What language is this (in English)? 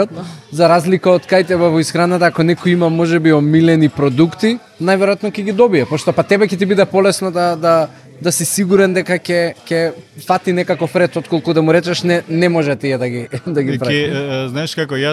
Macedonian